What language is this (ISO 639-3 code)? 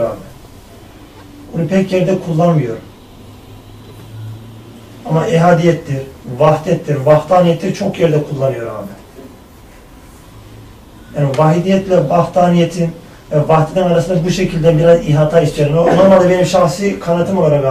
tur